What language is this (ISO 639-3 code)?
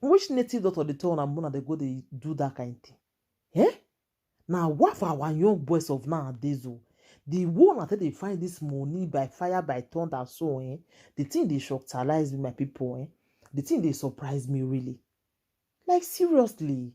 pcm